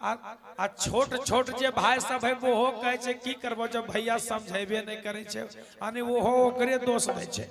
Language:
Magahi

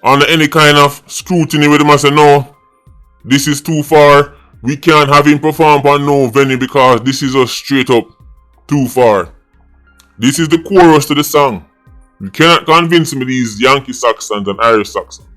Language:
Jamaican Creole English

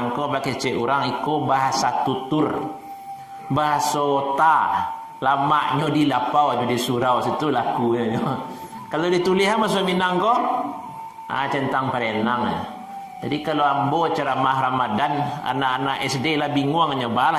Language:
Minangkabau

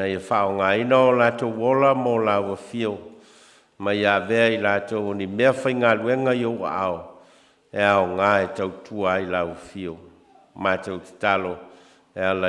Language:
Samoan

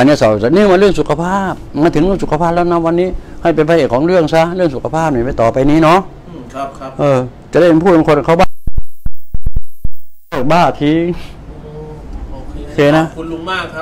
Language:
Thai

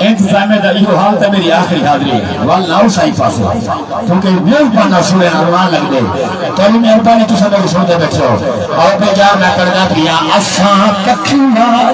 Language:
Saraiki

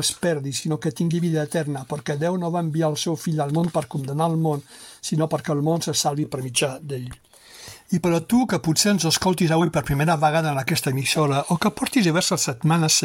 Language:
Catalan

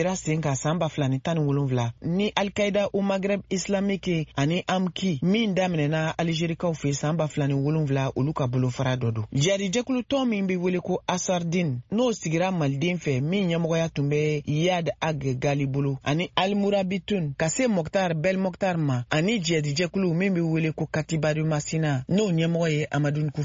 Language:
Bambara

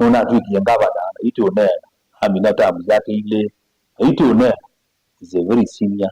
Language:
Kamba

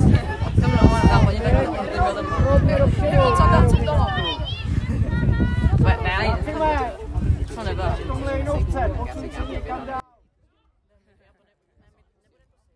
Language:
Czech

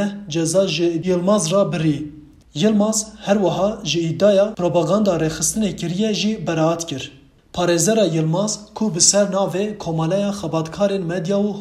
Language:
Kurdish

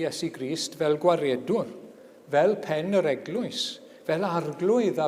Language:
Welsh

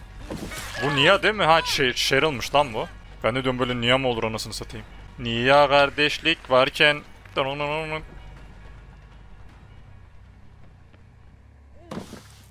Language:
Turkish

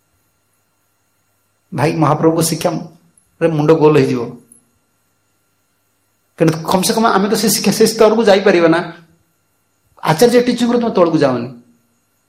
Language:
Odia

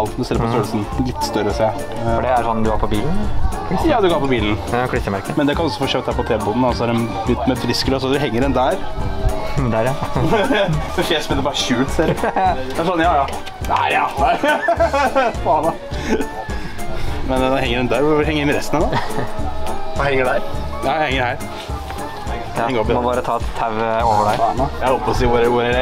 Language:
Norwegian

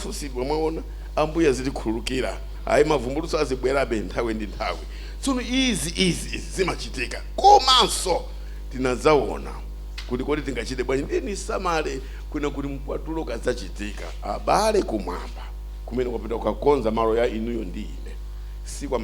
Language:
Nyanja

